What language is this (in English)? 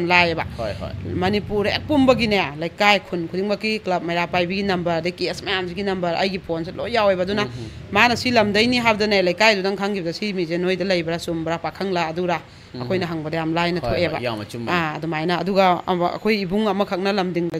Manipuri